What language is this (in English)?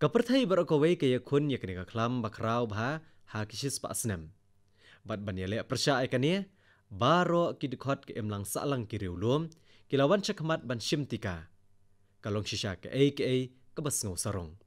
Khasi